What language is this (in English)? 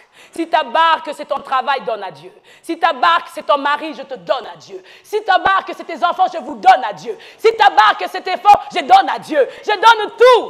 French